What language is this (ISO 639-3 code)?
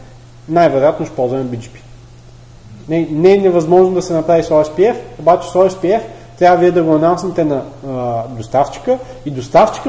bul